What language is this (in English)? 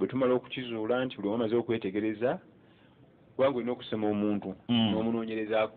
Ganda